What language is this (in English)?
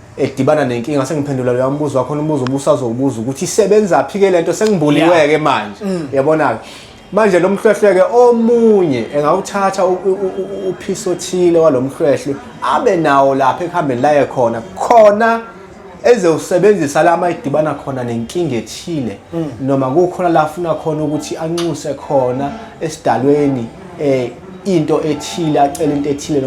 Zulu